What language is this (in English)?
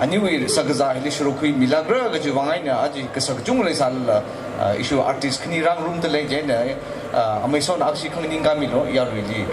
Tangkhul Naga (India)